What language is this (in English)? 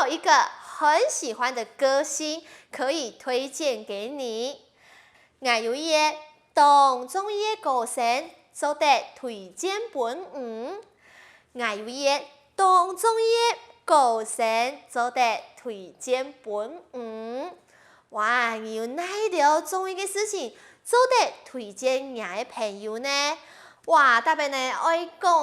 Hakka Chinese